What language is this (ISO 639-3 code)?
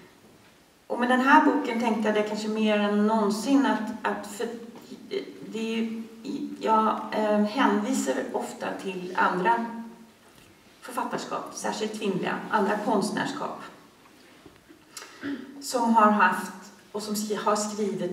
swe